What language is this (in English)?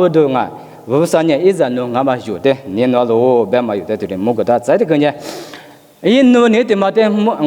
Lisu